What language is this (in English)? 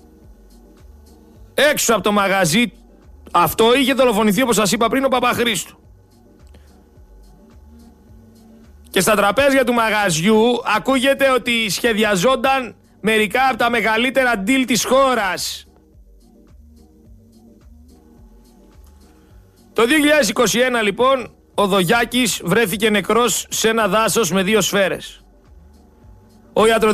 Greek